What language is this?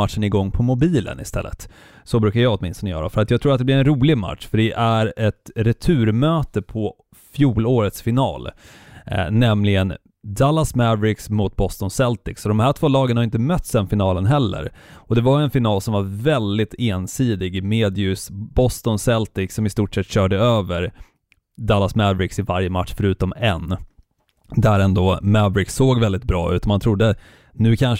Swedish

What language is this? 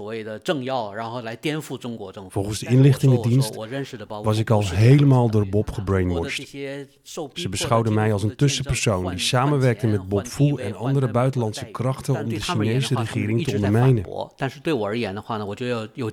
Dutch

